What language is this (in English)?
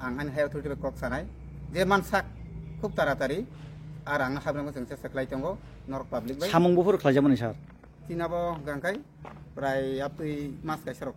Kok Borok